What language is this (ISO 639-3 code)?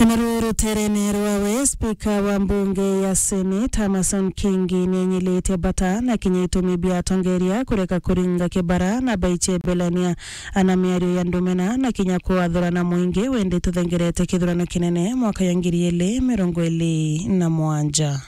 mer